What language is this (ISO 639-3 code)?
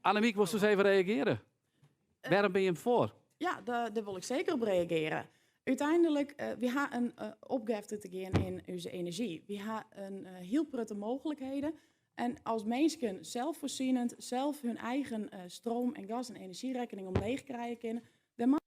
fry